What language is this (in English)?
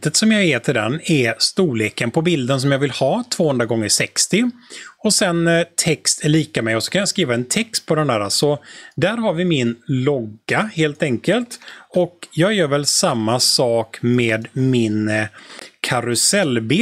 Swedish